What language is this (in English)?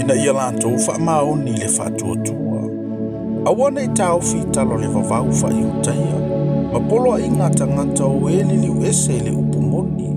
Samoan